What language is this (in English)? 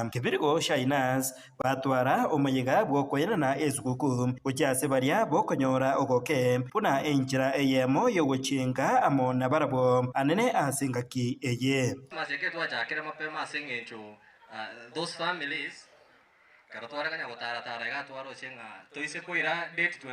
Gusii